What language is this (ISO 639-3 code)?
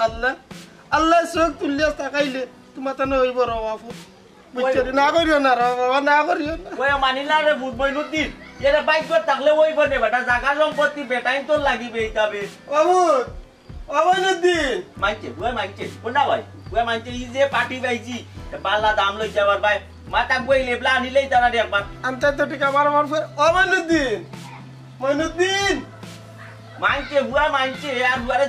syl